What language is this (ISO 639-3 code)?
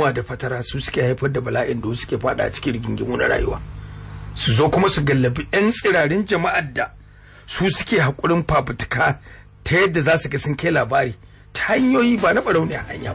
hau